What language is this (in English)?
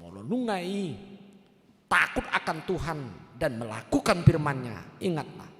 Batak Toba